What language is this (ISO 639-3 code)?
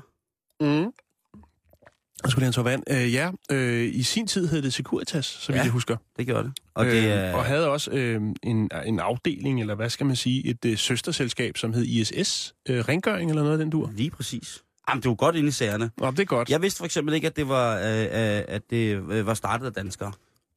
dan